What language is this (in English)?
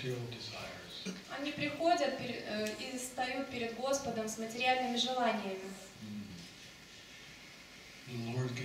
Russian